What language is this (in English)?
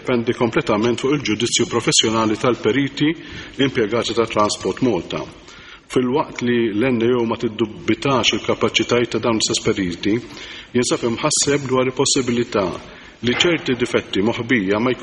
Maltese